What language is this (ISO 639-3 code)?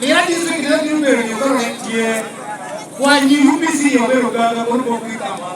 laj